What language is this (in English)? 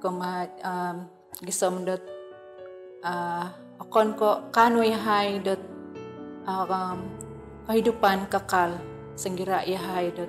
Central Dusun